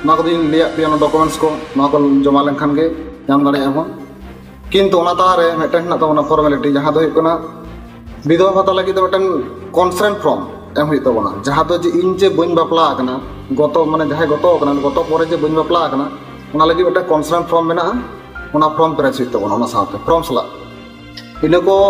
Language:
Santali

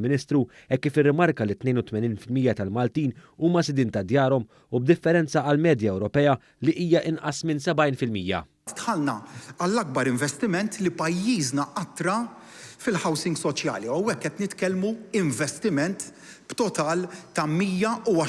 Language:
Maltese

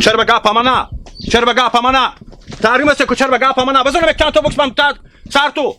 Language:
Hazaragi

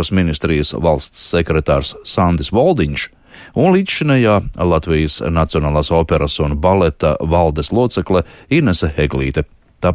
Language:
Latvian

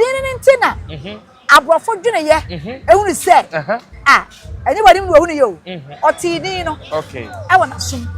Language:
Akan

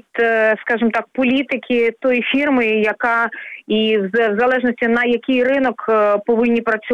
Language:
Ukrainian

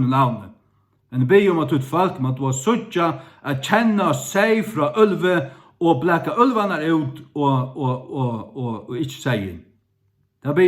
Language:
Faroese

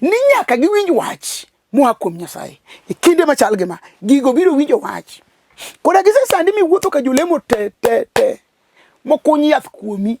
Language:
Luo (Kenya and Tanzania)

